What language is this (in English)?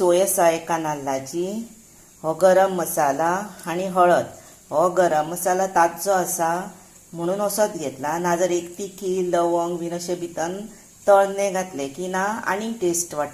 Konkani